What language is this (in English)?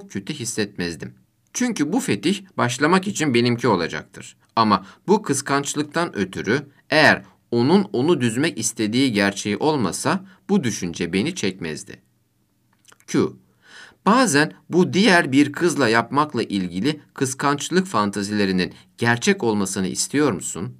Turkish